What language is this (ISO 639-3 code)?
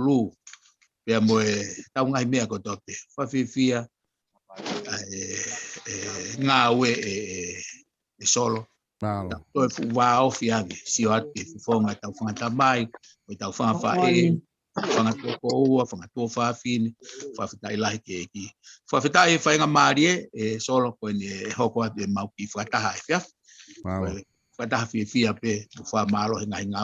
ton